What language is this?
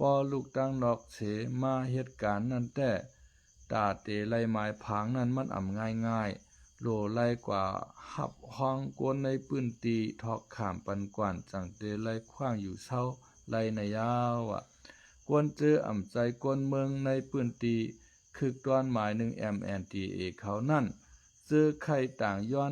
Shan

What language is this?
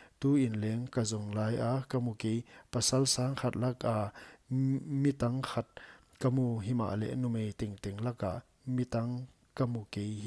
Paite Chin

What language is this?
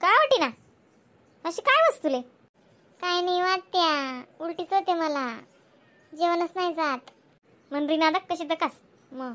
Khandesi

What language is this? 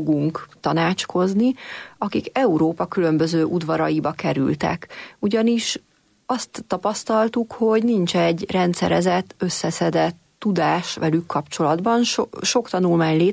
Hungarian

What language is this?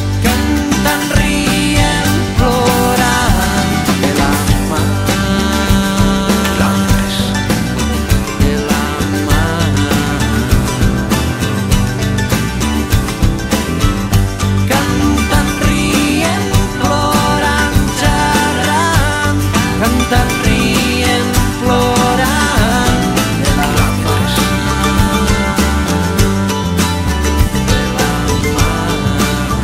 Catalan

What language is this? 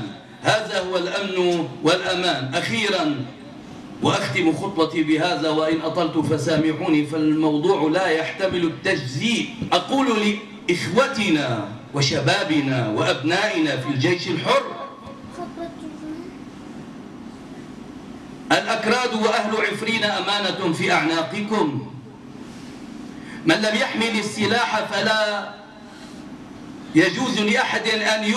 Arabic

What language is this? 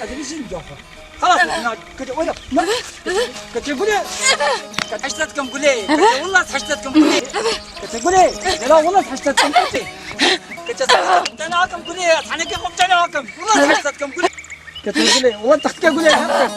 Kurdish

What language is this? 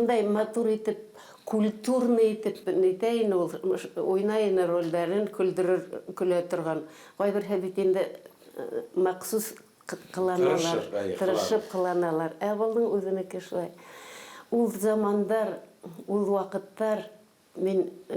Bashkir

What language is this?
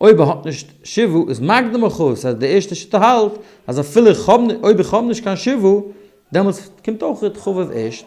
Yiddish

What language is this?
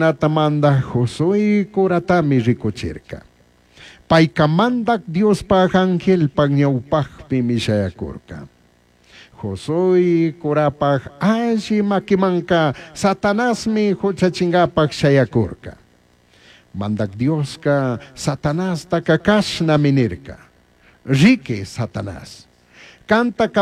Chimborazo Highland Quichua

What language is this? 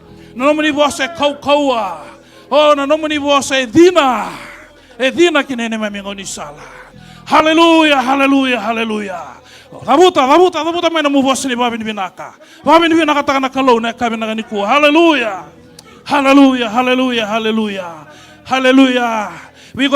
Fijian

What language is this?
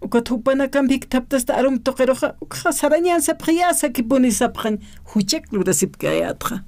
Aymara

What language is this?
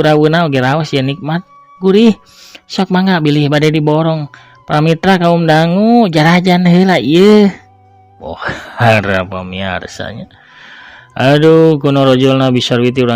Sundanese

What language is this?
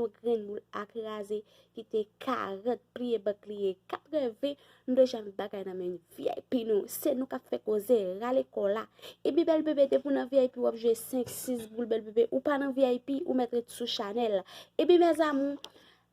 Haitian Creole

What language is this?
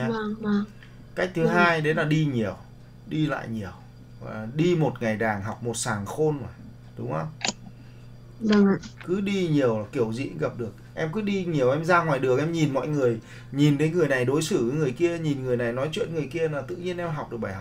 Vietnamese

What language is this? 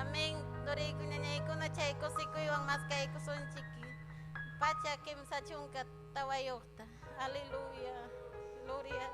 Ayacucho Quechua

